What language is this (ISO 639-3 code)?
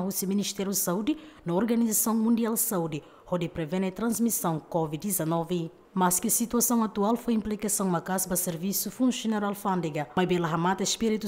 tet